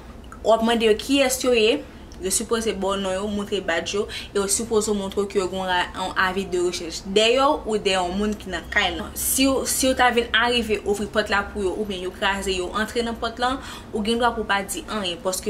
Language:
Haitian Creole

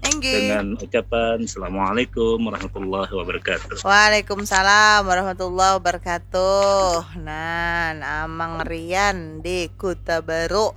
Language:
Banjar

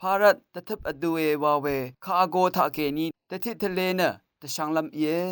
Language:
Rawang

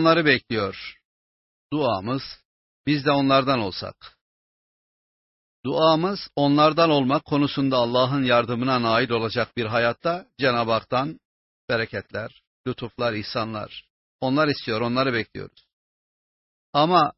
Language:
Turkish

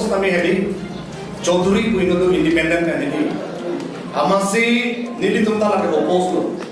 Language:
Karbi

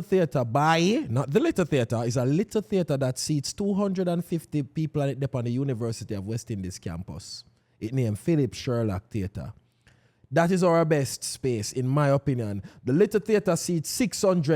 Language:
Jamaican Creole English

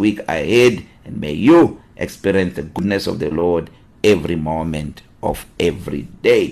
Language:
English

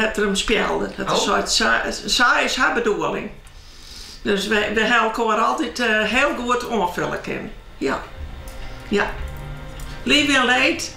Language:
Western Frisian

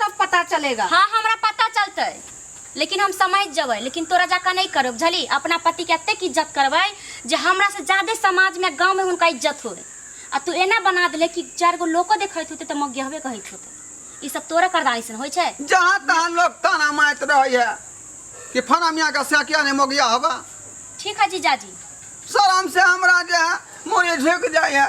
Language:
Maithili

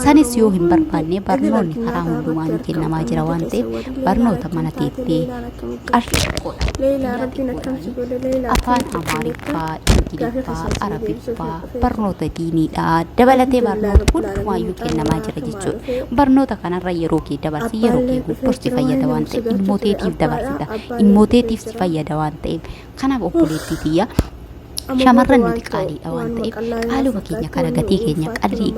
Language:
Oromo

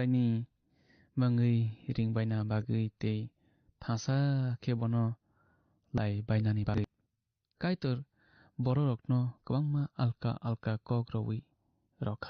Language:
Kok Borok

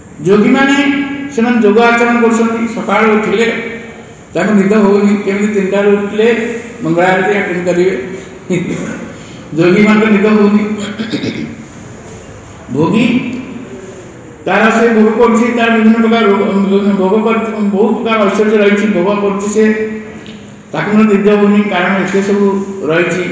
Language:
Odia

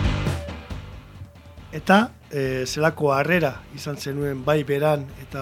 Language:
Basque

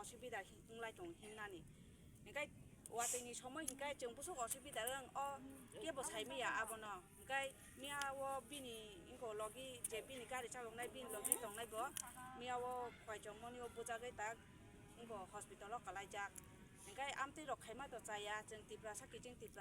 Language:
Kok Borok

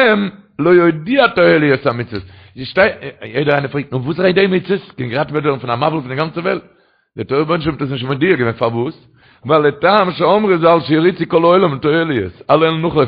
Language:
Yiddish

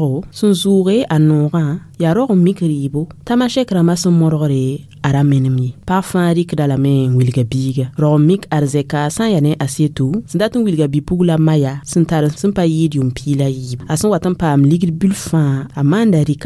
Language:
Mossi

